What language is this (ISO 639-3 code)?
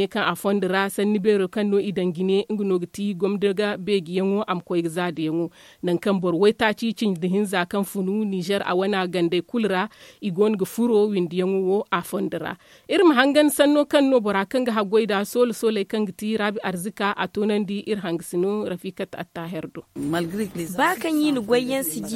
dje